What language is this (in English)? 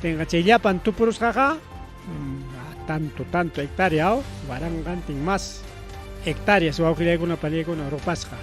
Ayacucho Quechua